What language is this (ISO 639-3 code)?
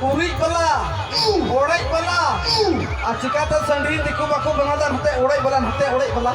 sat